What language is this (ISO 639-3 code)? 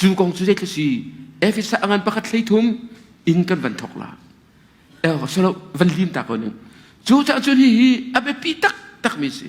cnh